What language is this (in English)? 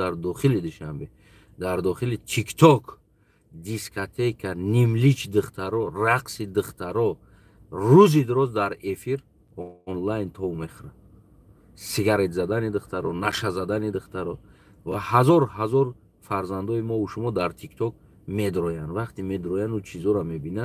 Tajik